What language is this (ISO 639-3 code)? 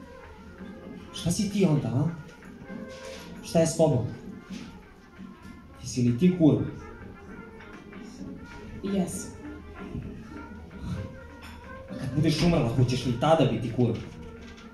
srp